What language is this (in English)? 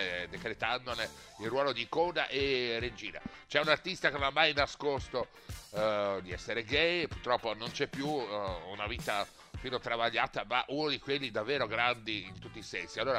Italian